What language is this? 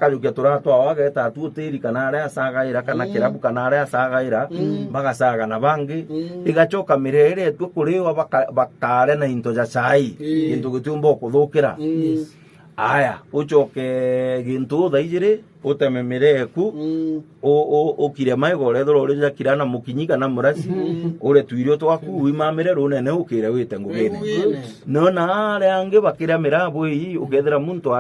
Meru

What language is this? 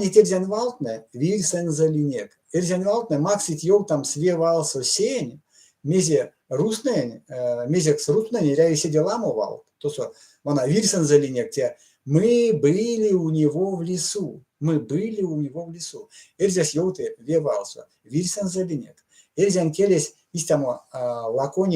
Erzya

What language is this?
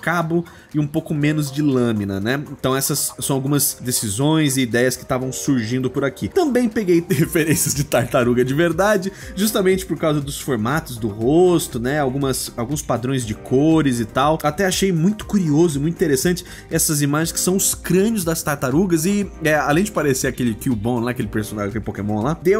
Portuguese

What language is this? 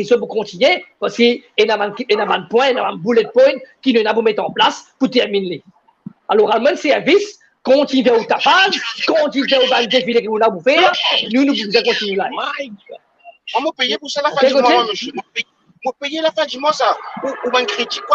Morisyen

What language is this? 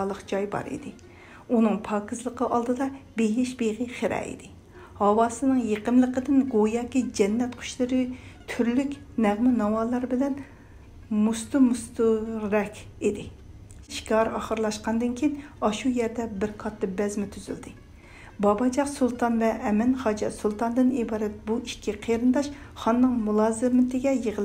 Uyghur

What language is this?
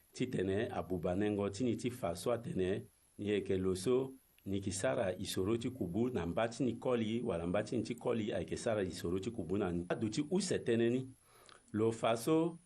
Sango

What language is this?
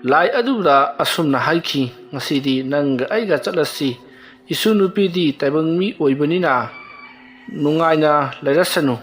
Manipuri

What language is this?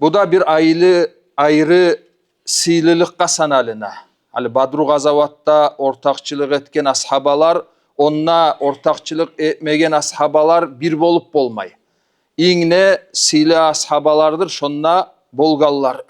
Kumyk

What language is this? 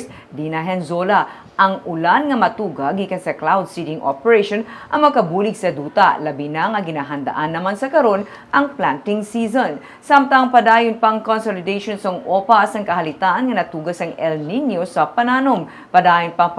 Hiligaynon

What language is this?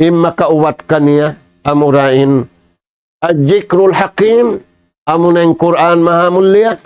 Tausug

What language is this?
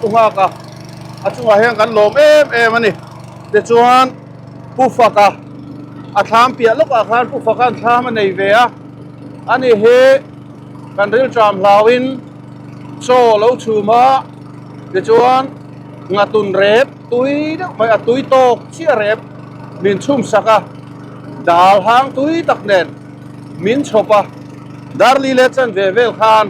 Mizo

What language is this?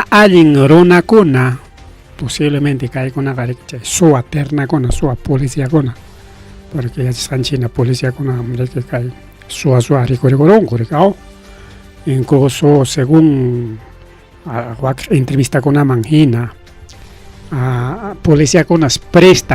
Ayacucho Quechua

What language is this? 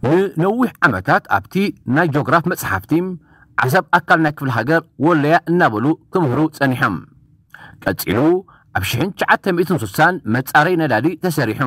Tigrinya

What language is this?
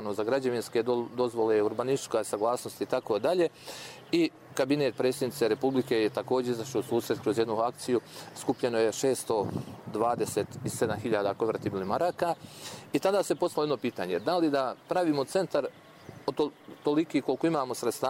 Bosnian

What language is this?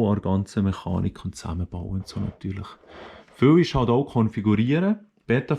Swiss German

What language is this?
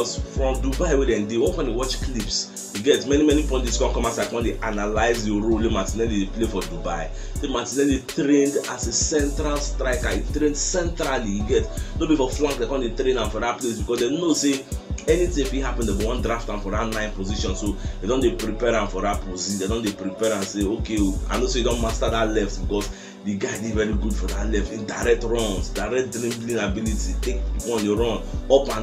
Nigerian Pidgin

